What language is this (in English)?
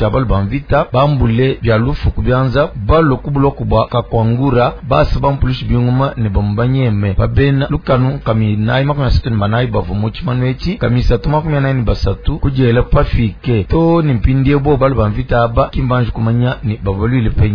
Luba-Lulua